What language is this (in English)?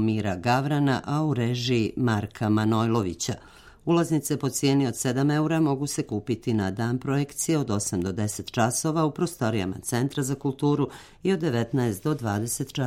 Serbian